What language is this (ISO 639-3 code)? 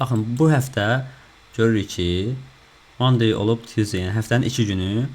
aze